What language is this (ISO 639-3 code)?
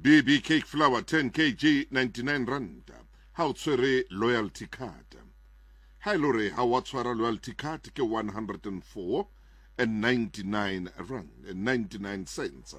sot